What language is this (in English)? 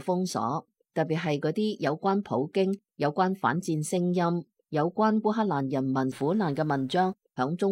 Cantonese